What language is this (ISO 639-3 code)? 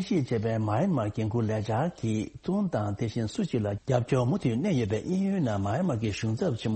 bod